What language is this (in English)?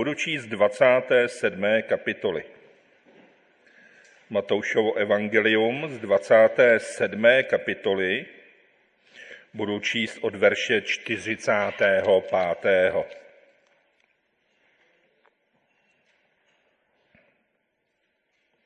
Czech